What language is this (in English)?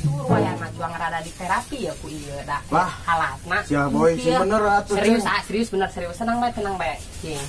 Sundanese